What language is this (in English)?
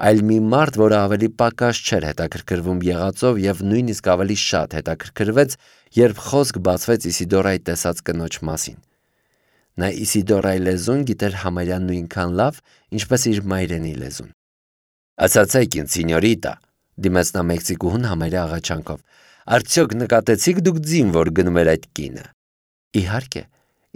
Armenian